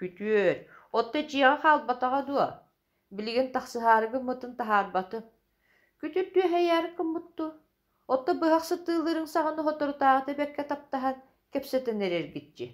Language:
Yakut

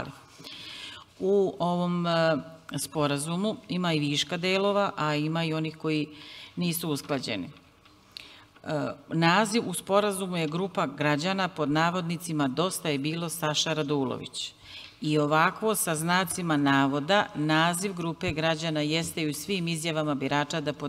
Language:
Serbian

